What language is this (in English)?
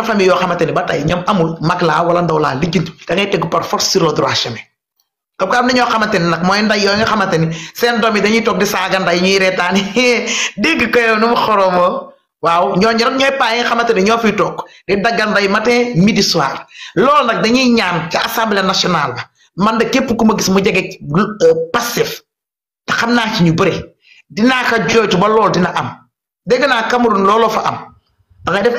Wolof